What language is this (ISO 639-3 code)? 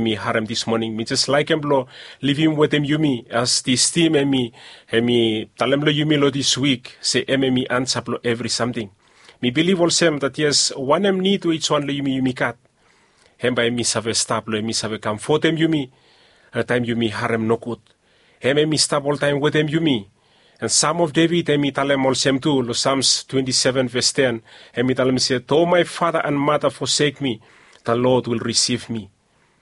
bis